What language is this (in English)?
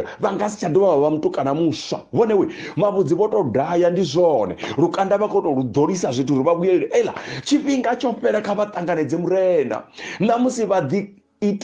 Venda